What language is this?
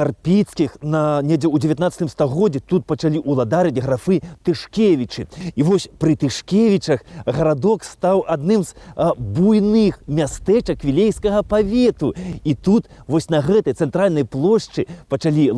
Belarusian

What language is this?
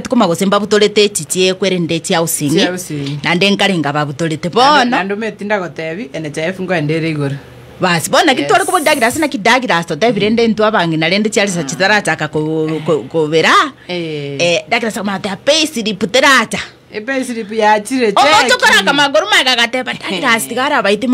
Gusii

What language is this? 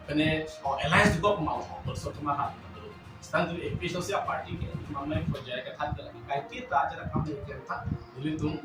Karbi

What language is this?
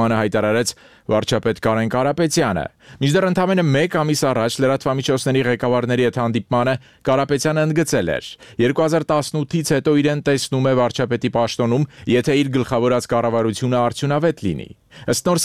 Armenian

